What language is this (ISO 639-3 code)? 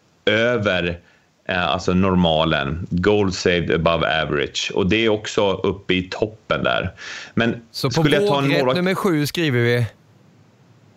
swe